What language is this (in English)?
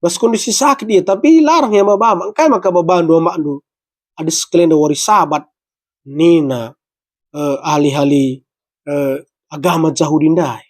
Batak Karo